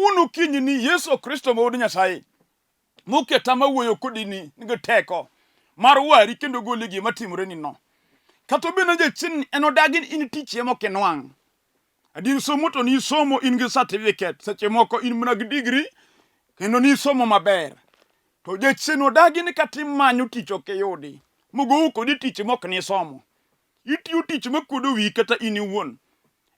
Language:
Luo (Kenya and Tanzania)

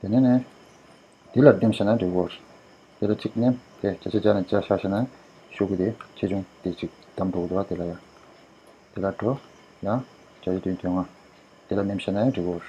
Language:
Tibetan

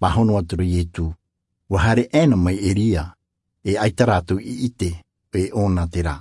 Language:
Tahitian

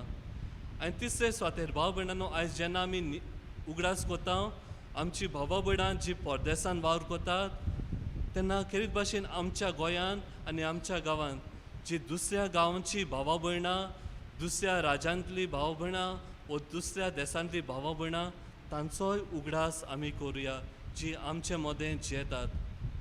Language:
Konkani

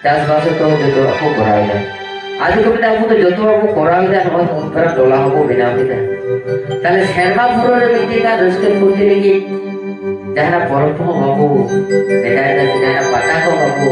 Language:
Santali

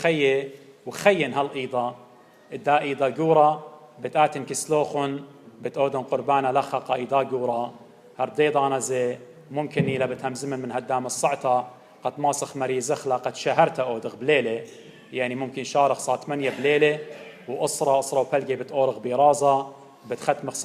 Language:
Assyrian Neo-Aramaic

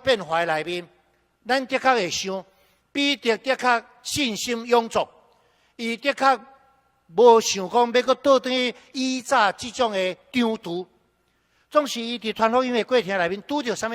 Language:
Min Nan Chinese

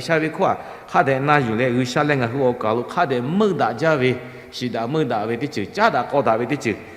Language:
Lahu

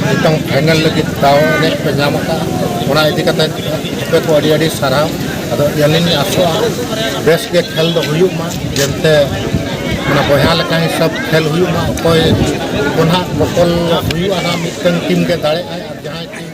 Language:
Santali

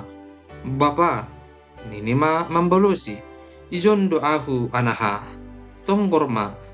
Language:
Batak Simalungun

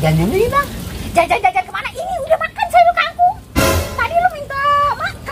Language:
Betawi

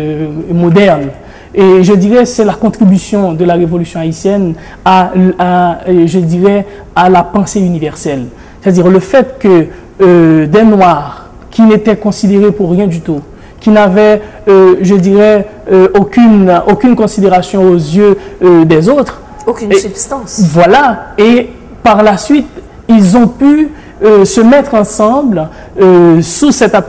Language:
French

